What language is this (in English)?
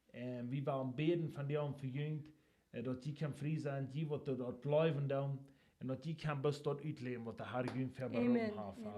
Plautdietsch